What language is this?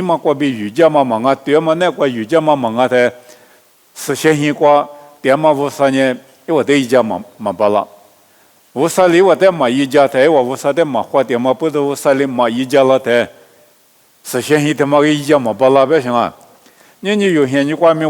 Lisu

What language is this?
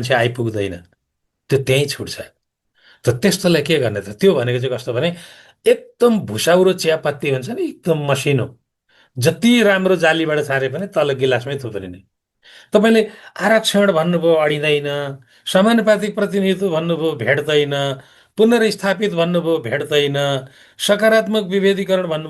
Nepali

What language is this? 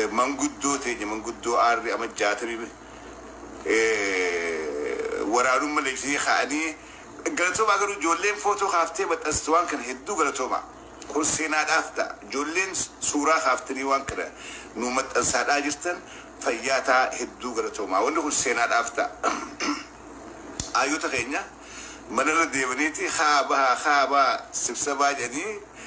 Oromo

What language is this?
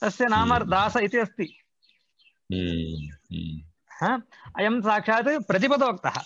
Sanskrit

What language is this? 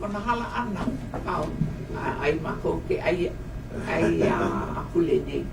Hawaiian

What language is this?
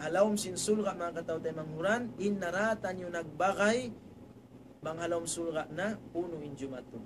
Tausug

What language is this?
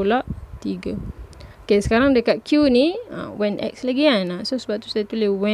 Malay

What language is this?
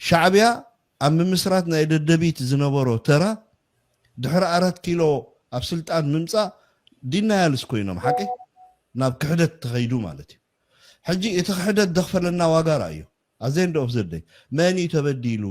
Tigrinya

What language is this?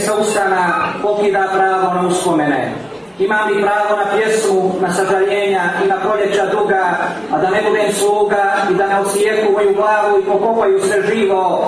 Serbian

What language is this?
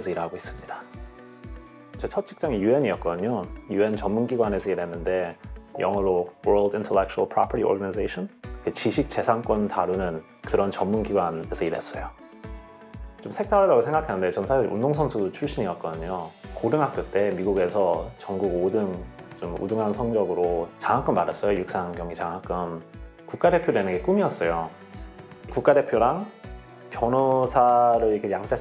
Korean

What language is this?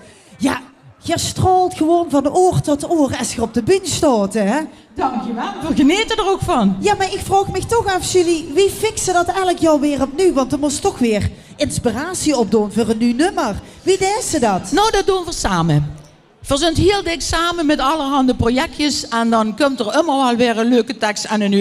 Limburgish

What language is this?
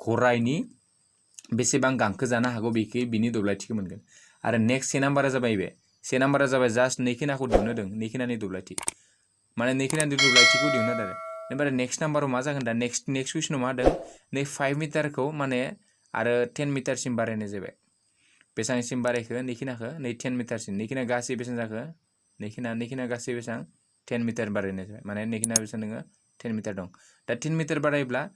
Bodo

